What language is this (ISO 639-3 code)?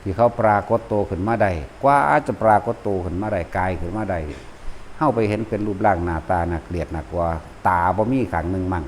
tts